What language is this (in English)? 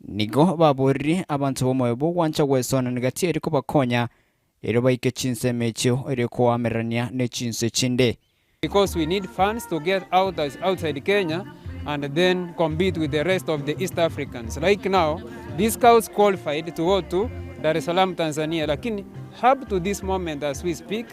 Gusii